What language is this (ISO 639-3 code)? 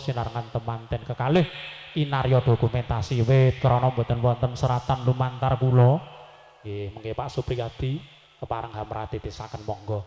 jav